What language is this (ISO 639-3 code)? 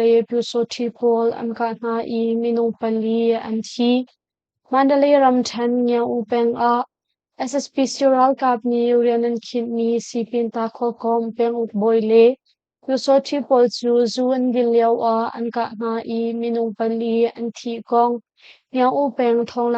cnh